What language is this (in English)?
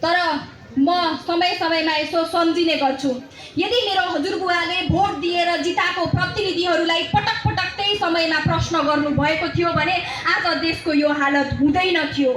Nepali